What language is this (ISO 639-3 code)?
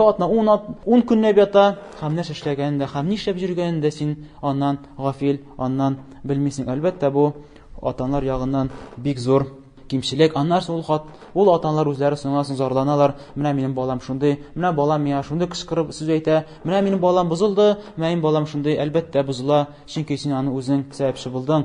tat